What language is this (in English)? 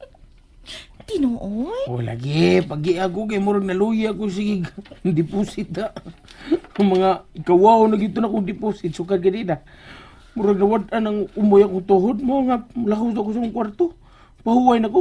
Cebuano